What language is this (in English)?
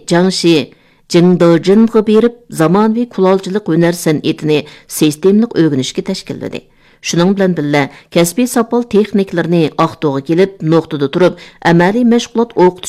Uyghur